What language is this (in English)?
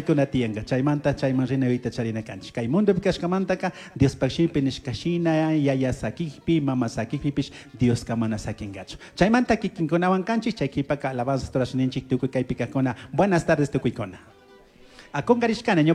Chimborazo Highland Quichua